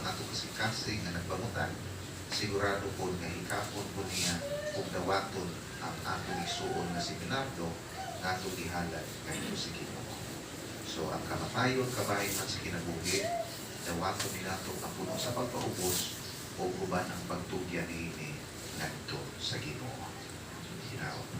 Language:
Cebuano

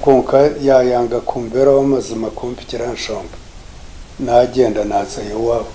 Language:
Nyankole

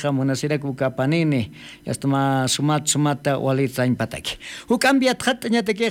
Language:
Aymara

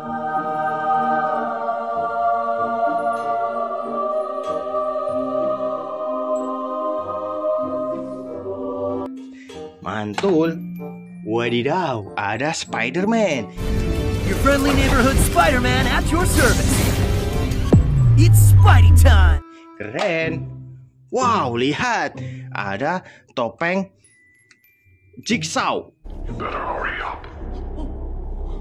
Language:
Indonesian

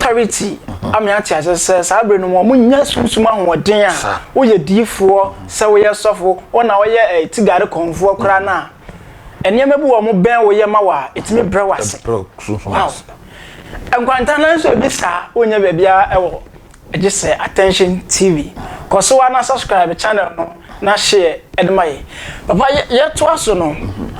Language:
Akan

